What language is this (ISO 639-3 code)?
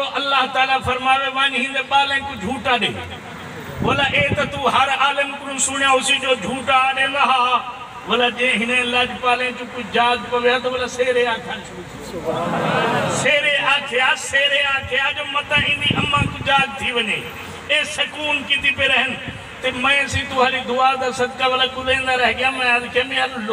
skr